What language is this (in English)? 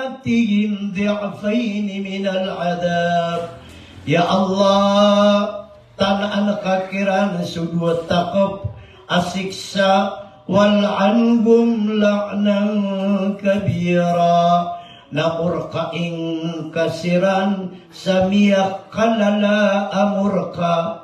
Maranao